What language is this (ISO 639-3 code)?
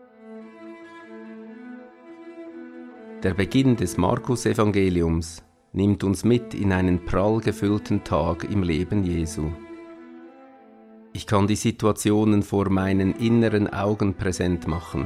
deu